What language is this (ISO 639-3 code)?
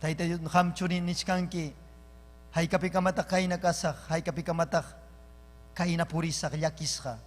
quy